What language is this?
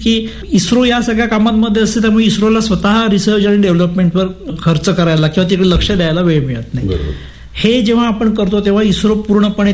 Marathi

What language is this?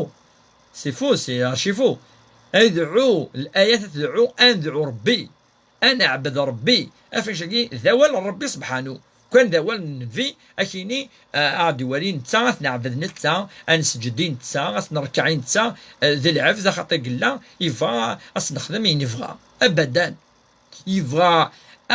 Kabyle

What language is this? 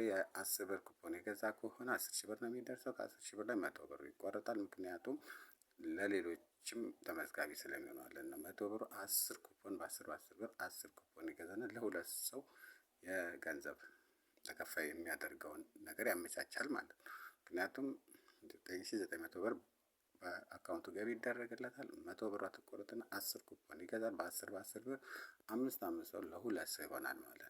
Amharic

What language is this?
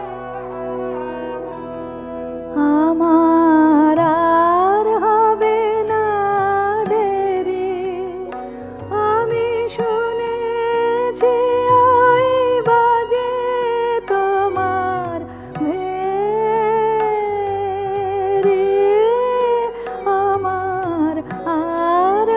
Bangla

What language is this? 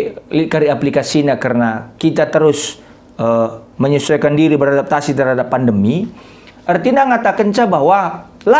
Batak Karo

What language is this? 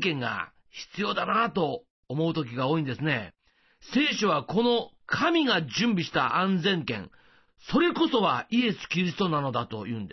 Japanese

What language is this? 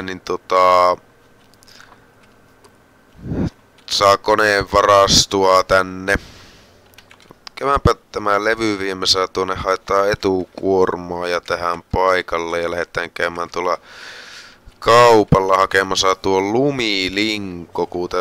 Finnish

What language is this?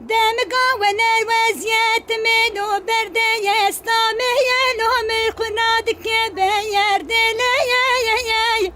Kurdish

